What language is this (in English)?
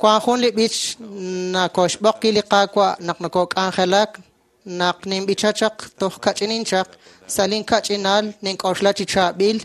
Kekchí